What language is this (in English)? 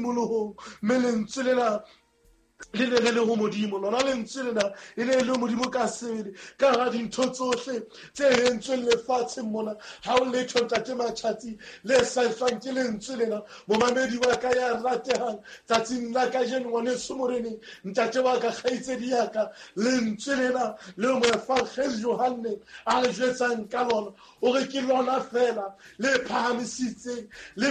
Southern Sotho